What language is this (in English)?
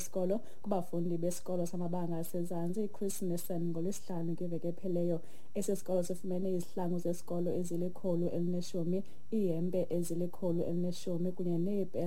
Xhosa